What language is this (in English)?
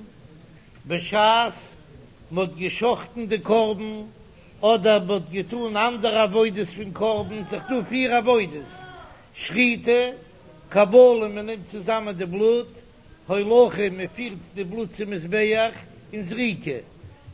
Yiddish